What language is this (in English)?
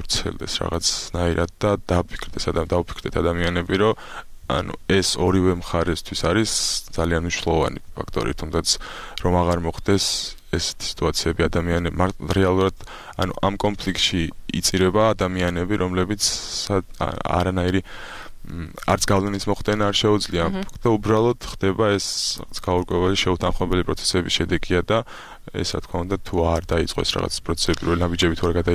Georgian